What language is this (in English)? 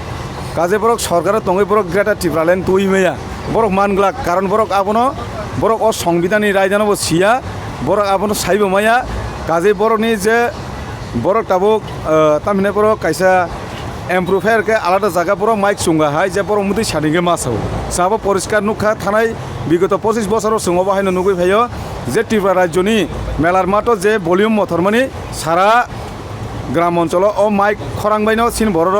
Kok Borok